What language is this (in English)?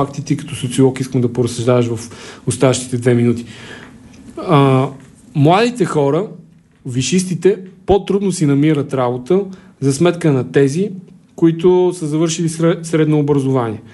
Bulgarian